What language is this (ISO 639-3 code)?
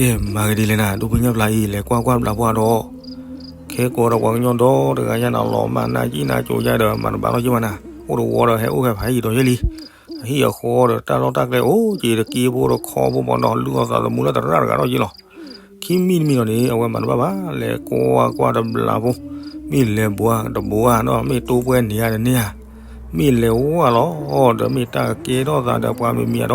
ksw